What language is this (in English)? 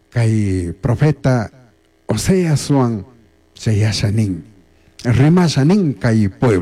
Chimborazo Highland Quichua